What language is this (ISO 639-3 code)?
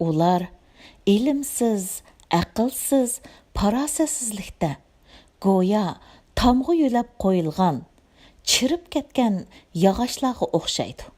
uig